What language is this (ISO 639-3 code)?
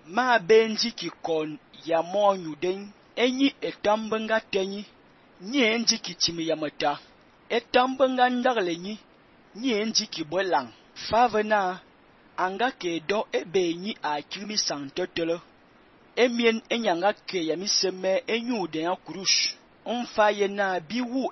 fan